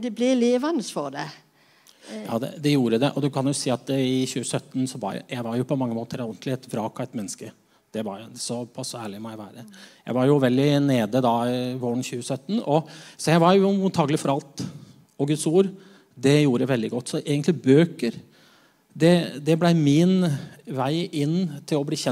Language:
Norwegian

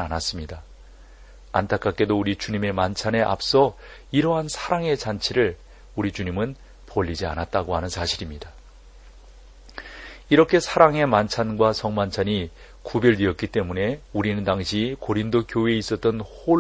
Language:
Korean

